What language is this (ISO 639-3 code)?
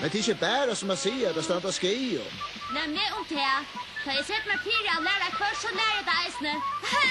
fao